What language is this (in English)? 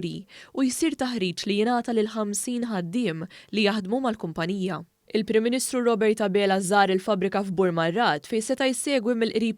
Maltese